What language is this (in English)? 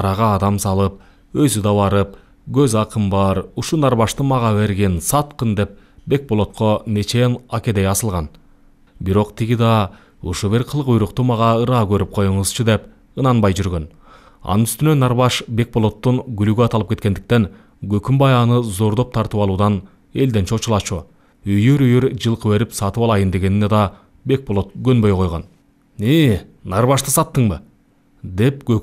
Kyrgyz